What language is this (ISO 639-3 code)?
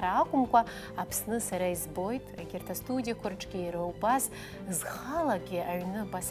abk